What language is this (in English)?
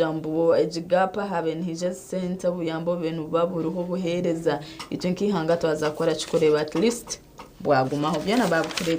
Nyankole